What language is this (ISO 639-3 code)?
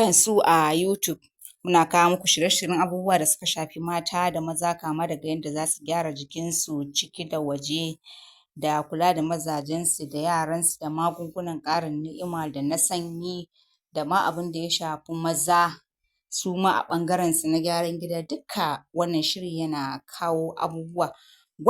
hau